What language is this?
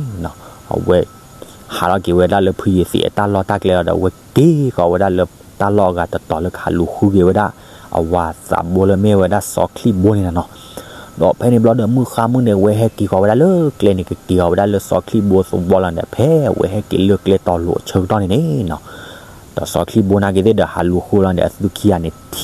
S'gaw Karen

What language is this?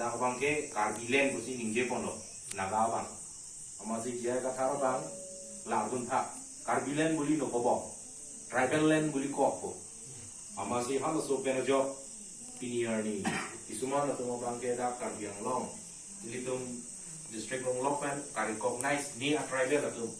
Karbi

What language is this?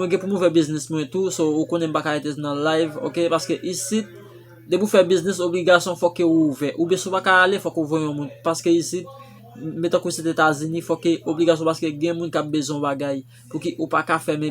Haitian Creole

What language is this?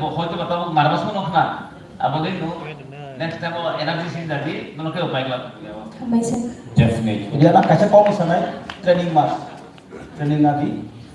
Kok Borok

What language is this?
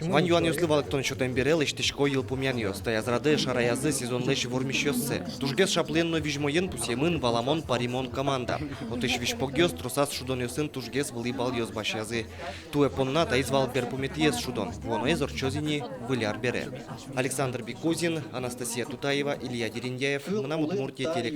Udmurt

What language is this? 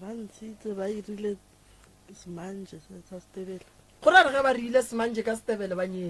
Northern Sotho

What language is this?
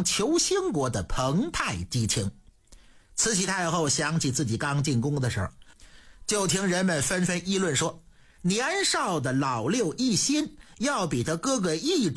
Chinese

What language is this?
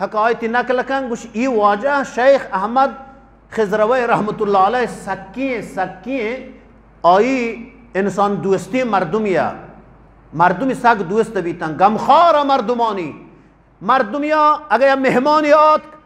Eastern Balochi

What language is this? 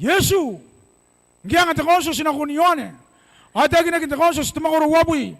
Gilbertese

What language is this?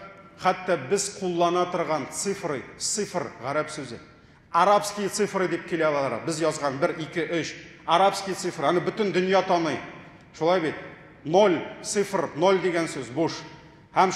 Tatar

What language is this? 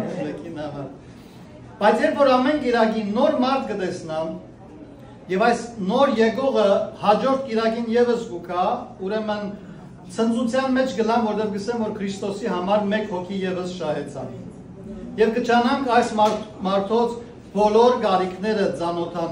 Western Armenian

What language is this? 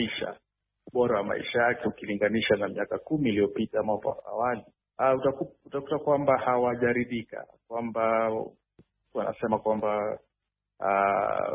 Swahili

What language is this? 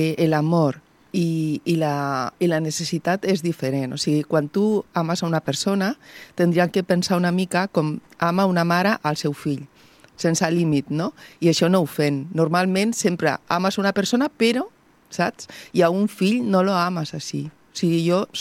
Catalan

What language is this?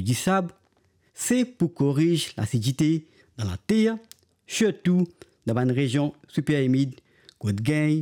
Morisyen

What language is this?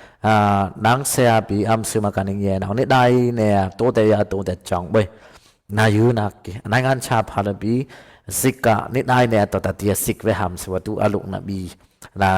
Dimasa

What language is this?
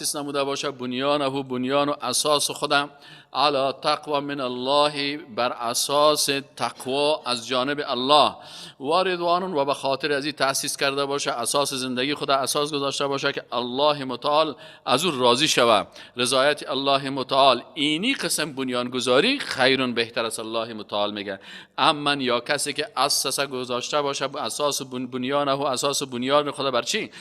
Persian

